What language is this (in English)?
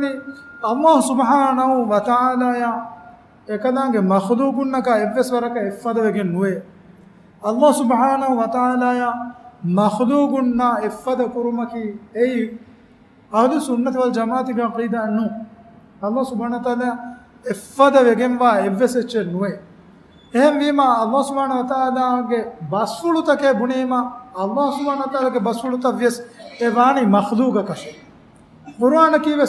Divehi